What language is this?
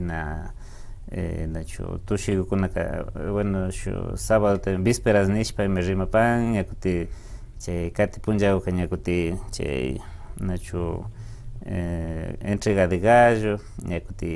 Imbabura Highland Quichua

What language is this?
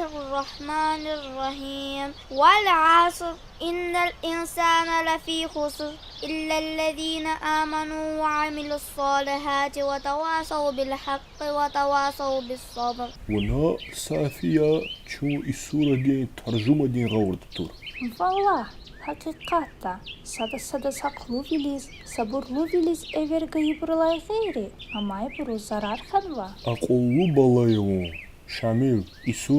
Lezghian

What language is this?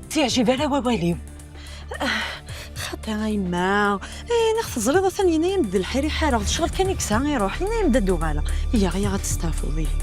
Kabyle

